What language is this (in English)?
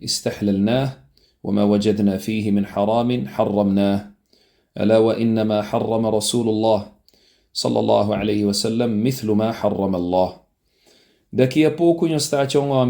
Kabuverdianu